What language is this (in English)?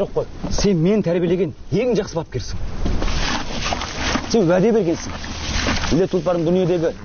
Kazakh